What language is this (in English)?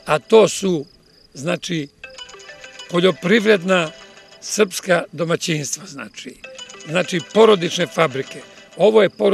Serbian